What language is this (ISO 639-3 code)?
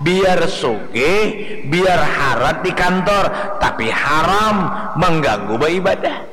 bjn